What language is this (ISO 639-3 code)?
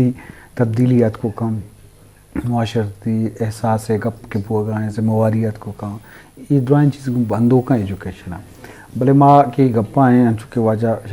bgp